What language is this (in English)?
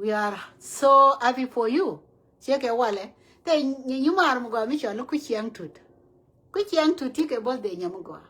Nuer